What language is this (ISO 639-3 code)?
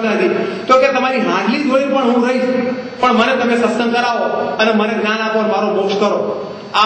guj